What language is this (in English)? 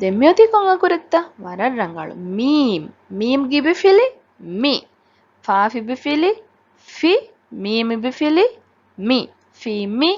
Divehi